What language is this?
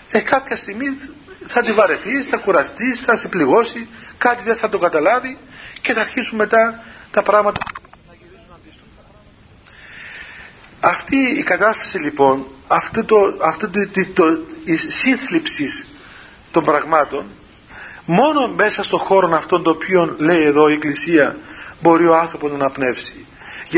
Greek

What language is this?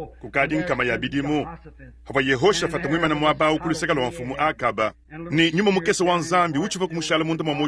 Luba-Lulua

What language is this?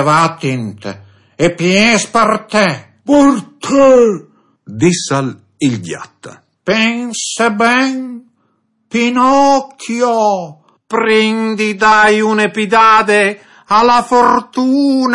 Friulian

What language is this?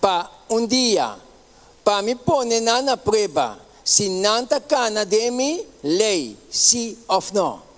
Papiamento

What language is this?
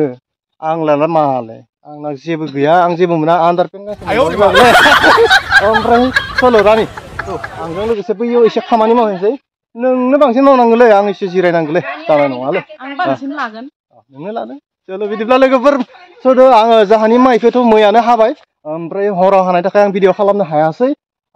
Bodo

